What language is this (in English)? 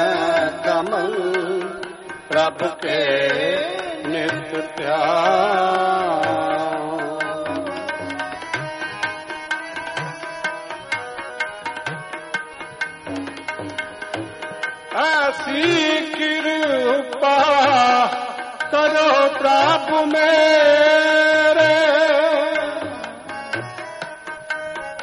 Hindi